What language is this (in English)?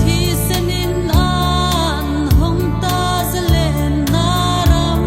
Hmar